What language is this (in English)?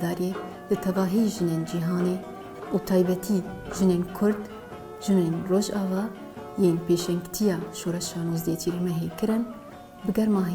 Kurdish